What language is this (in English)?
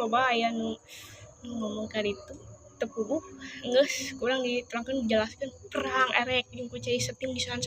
Sundanese